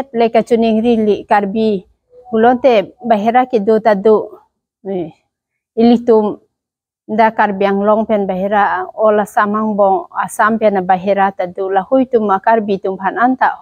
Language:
Karbi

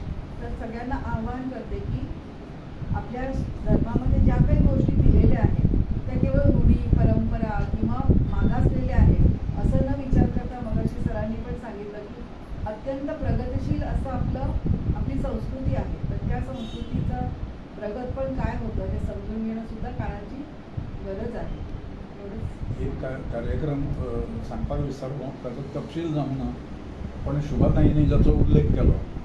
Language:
Marathi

